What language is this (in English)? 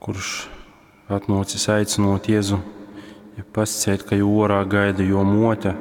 Latgalian